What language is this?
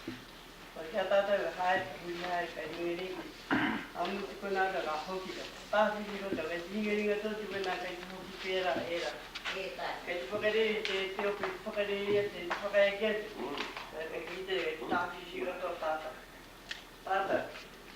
Māori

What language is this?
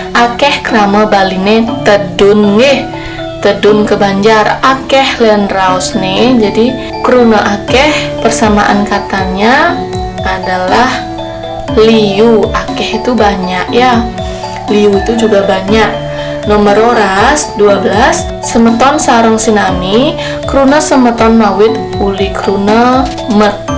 Balinese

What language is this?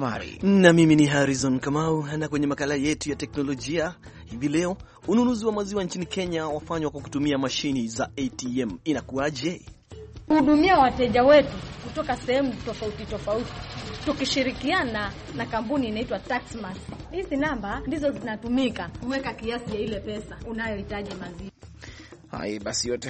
Swahili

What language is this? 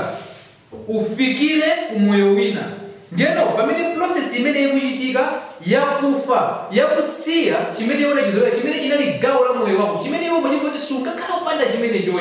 Nyanja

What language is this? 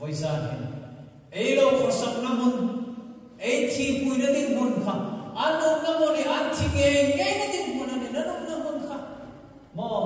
Hmar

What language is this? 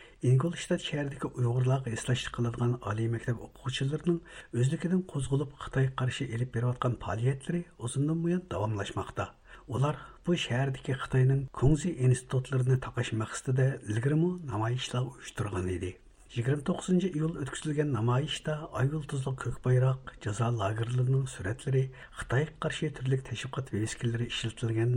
Uyghur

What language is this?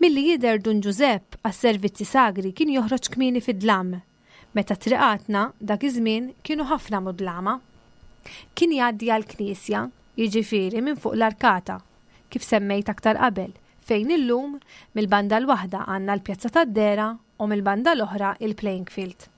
Maltese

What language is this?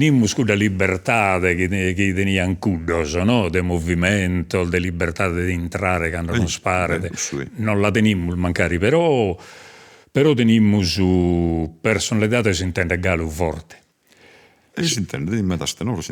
Sardinian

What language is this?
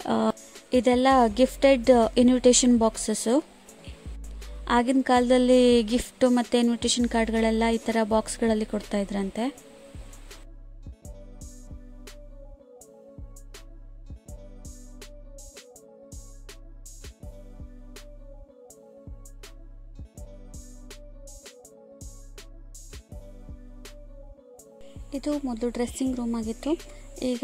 Kannada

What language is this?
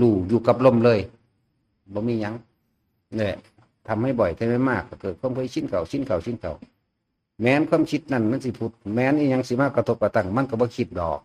Northeastern Thai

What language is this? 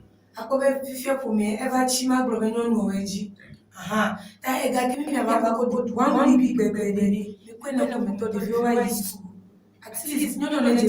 Ewe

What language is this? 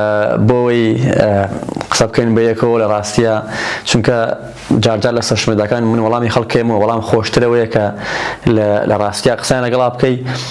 Central Kurdish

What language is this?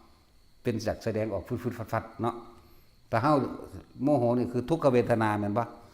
Northeastern Thai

